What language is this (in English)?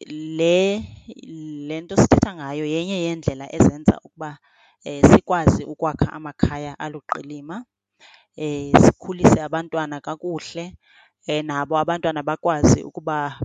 Xhosa